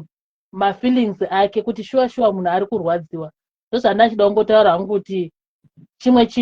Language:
Shona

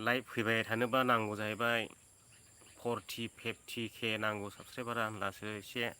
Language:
Bodo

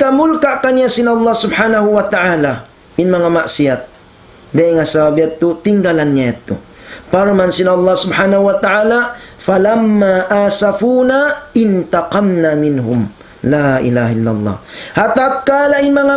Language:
Tausug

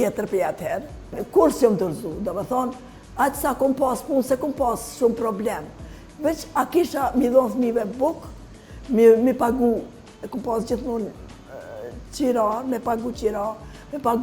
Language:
Albanian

